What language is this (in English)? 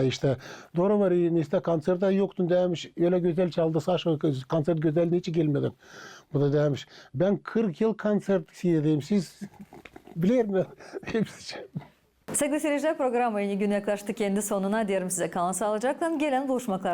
Gagauz